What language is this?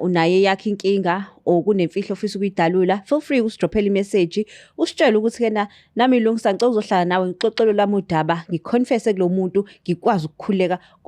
Zulu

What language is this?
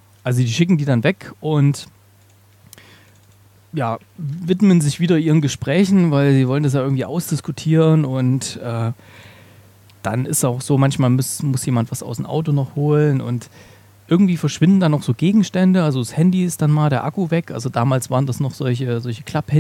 German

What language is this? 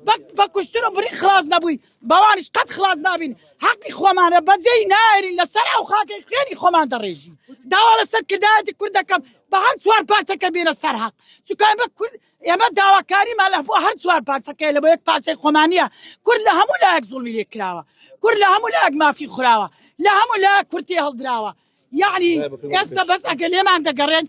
Central Kurdish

